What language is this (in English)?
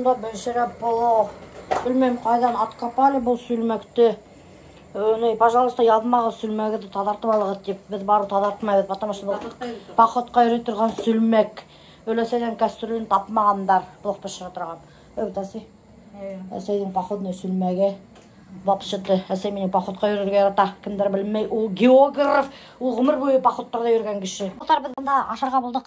Bashkir